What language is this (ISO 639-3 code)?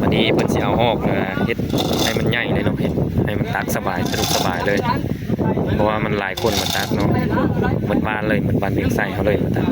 tts